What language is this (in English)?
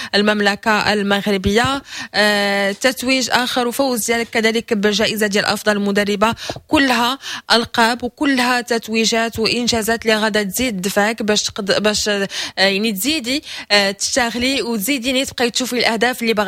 Moroccan Arabic